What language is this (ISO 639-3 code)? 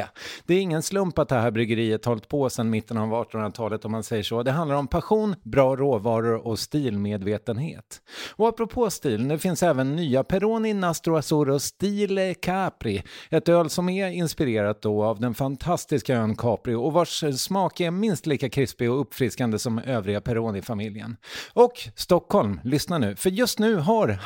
swe